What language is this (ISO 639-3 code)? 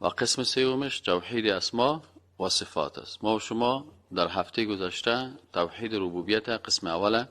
fas